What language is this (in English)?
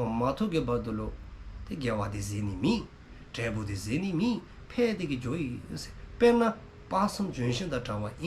Dzongkha